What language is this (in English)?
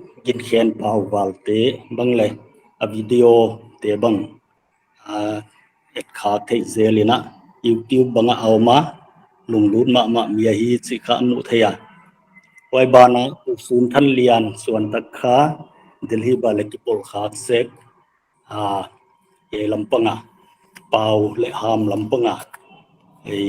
Paite Chin